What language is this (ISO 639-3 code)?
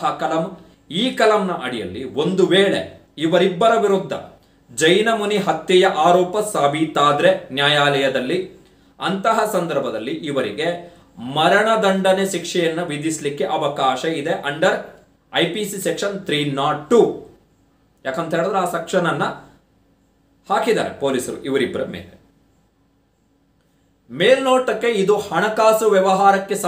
kan